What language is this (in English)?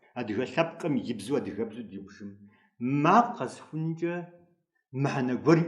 Kabardian